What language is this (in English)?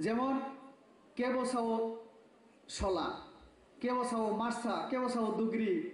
Kok Borok